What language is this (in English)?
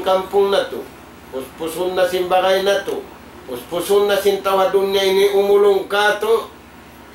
Tausug